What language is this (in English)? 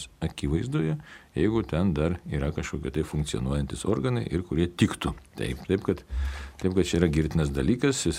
Lithuanian